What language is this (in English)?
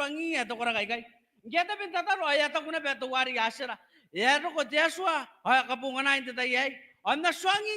Gilbertese